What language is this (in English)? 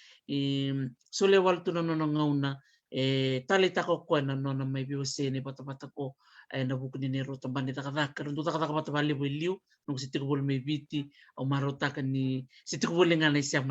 Fijian